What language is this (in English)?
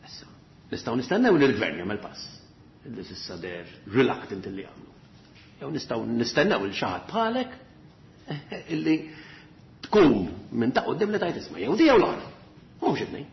Maltese